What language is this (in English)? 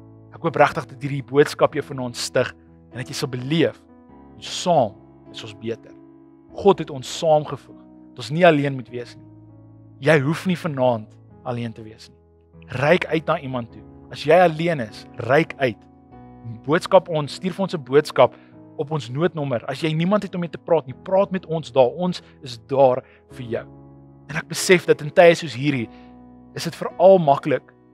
Afrikaans